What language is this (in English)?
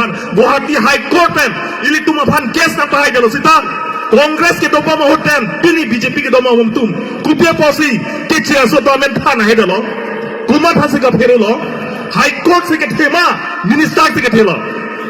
Karbi